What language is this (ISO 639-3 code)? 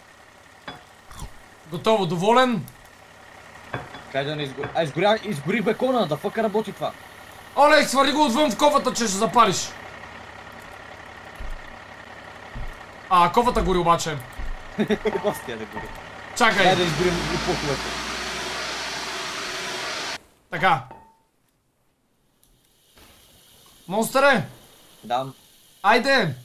bul